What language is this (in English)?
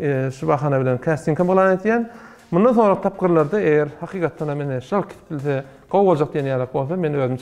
Turkmen